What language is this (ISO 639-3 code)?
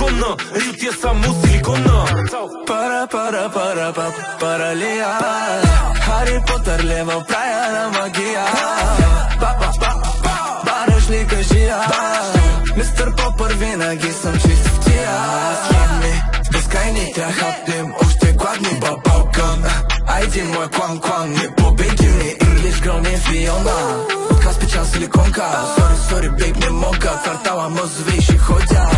bul